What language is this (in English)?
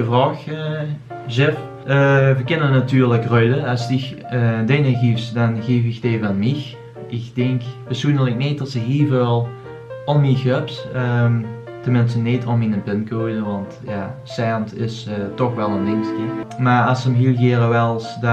Limburgish